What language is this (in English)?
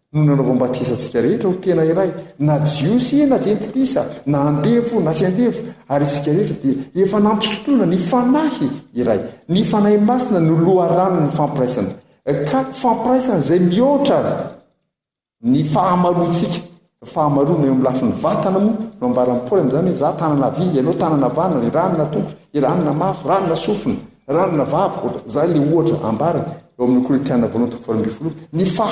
Malagasy